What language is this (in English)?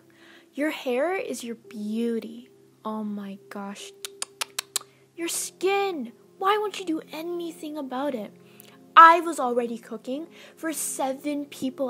English